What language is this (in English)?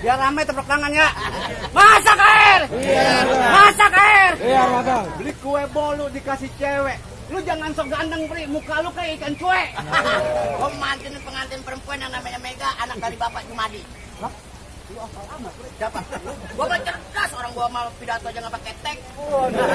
Betawi